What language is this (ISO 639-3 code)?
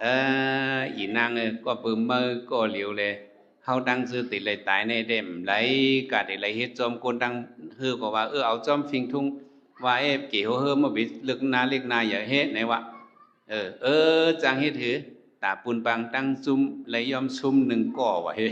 shn